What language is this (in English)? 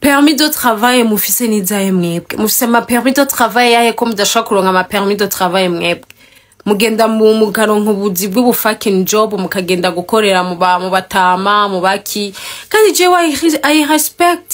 Rundi